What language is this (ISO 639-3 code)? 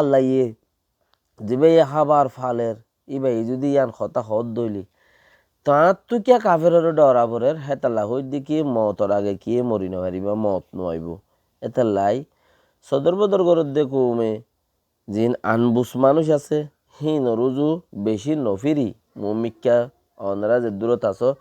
rhg